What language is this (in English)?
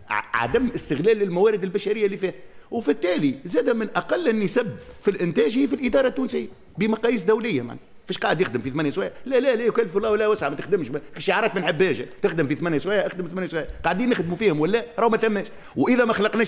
Tunisian Arabic